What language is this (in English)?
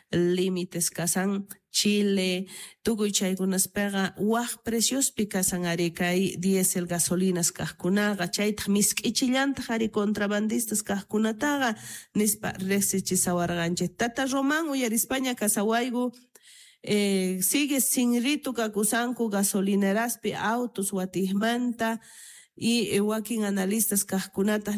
South Bolivian Quechua